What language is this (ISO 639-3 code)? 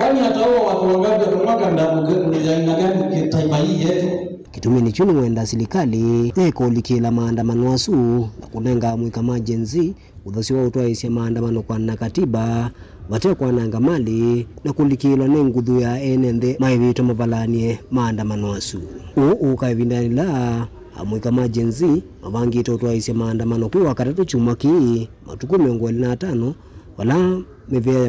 kam